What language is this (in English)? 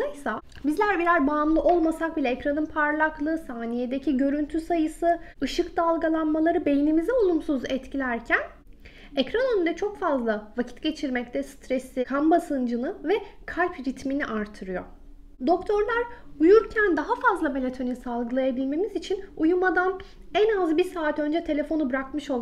Turkish